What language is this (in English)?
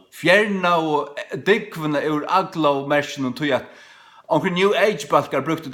Faroese